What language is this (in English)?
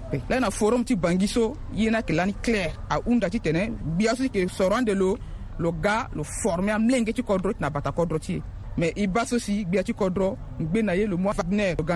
Sango